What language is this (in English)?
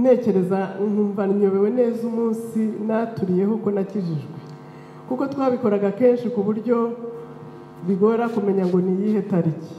Kinyarwanda